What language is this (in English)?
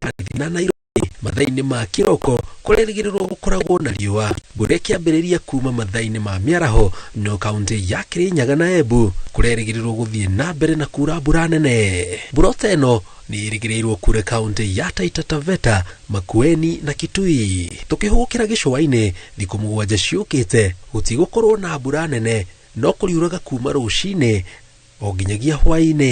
Kikuyu